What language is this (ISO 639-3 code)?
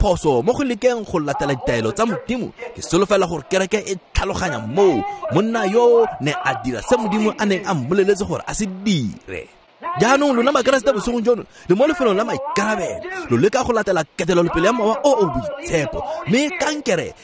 tsn